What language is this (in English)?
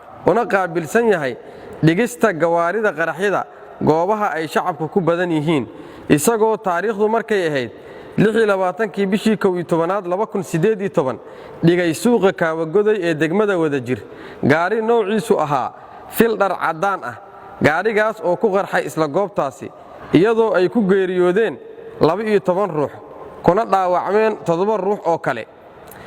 Somali